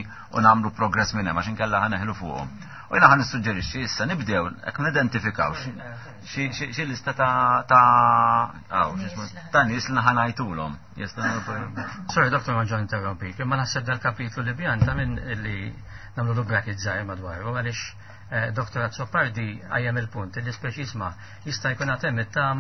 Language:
Maltese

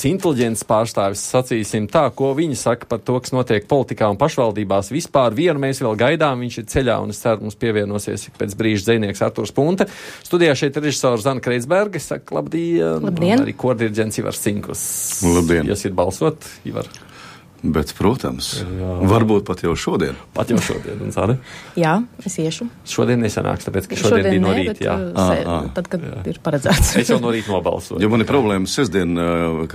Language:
Latvian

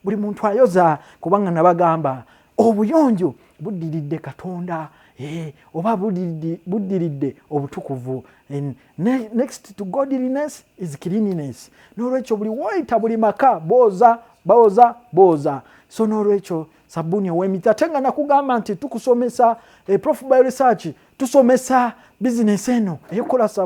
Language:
Ganda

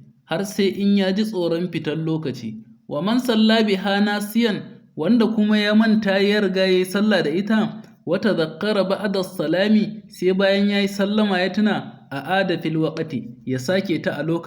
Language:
Hausa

